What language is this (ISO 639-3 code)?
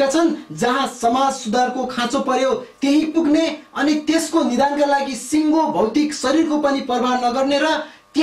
nep